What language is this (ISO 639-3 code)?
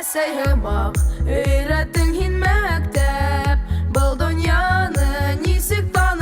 bak